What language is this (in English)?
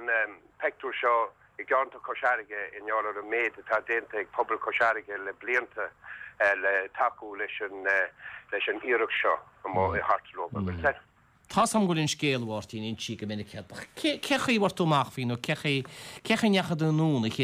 Irish